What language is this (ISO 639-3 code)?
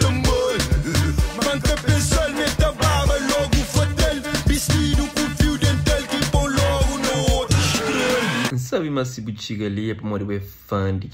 kea